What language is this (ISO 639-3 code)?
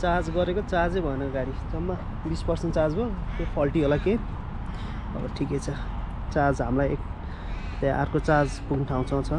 nep